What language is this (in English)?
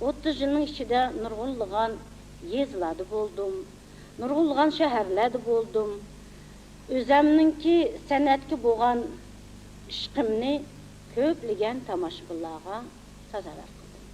Uyghur